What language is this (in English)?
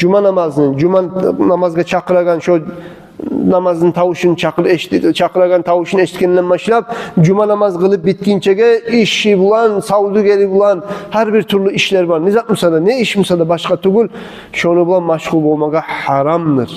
Kumyk